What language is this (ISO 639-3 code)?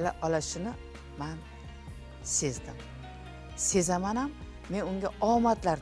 kaa